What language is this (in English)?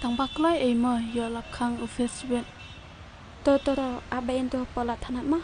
Khasi